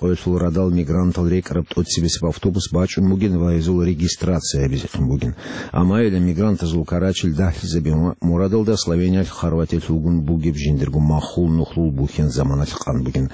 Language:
Avaric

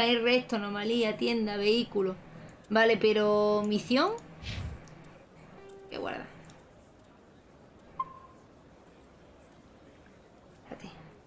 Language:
Spanish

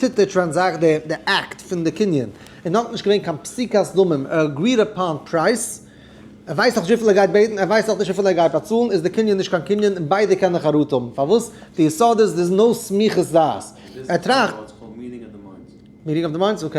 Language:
Yiddish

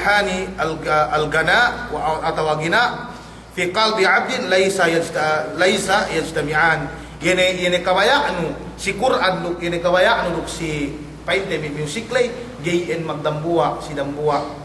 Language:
Yakan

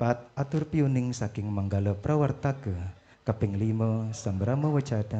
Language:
Balinese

